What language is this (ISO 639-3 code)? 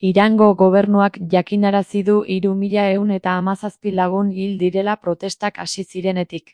eus